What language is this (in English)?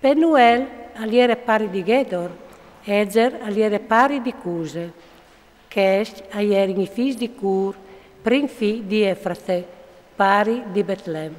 Friulian